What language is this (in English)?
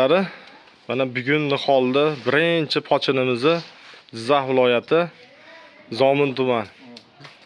Uzbek